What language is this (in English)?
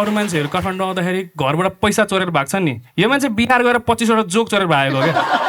Nepali